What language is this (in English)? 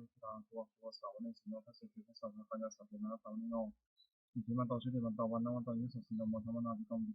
Pali